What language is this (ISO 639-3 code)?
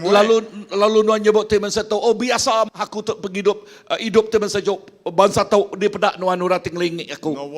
iba